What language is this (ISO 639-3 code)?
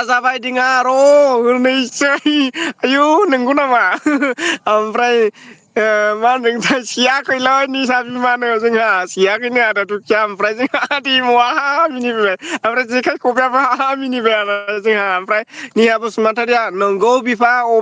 brx